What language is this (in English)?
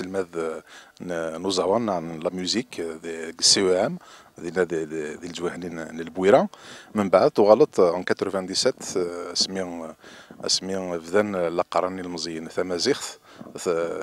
Kabyle